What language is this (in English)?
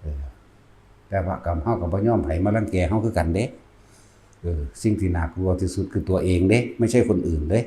Northeastern Thai